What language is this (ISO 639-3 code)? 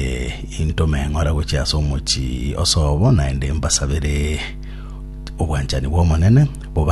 guz